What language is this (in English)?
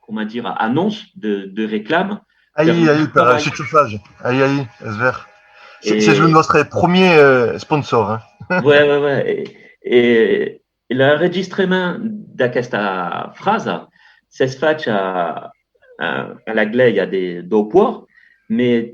Occitan